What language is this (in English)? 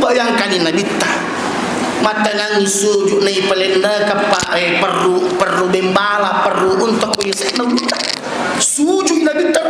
Buginese